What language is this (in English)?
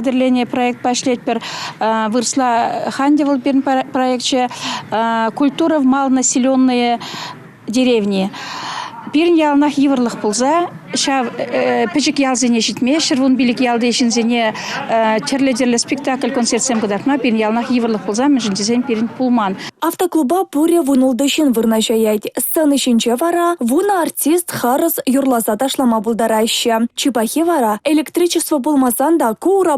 Chuvash